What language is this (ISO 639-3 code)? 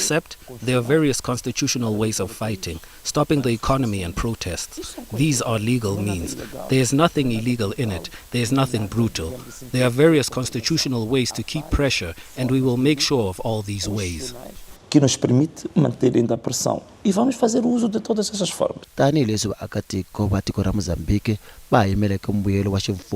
tso